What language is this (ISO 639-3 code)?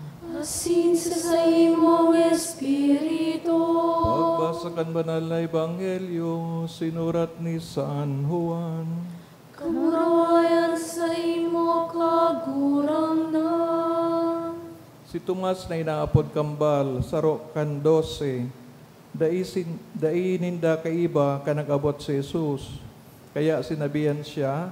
bik